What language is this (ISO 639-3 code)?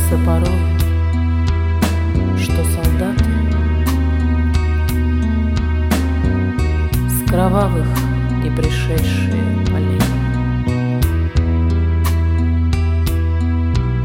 rus